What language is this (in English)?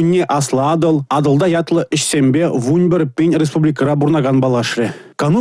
Chuvash